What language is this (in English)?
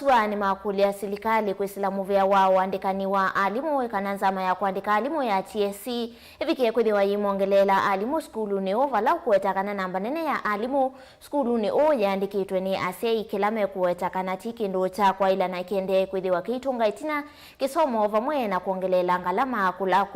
Kamba